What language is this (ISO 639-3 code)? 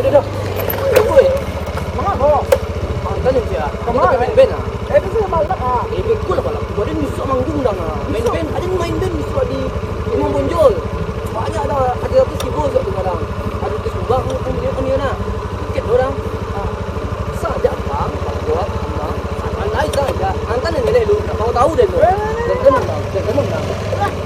min